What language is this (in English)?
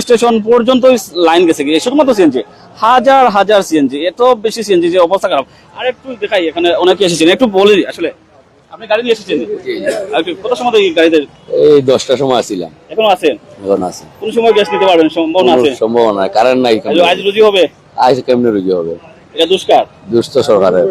Sylheti